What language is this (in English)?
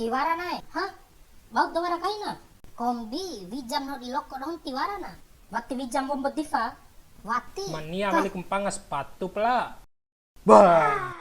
Bima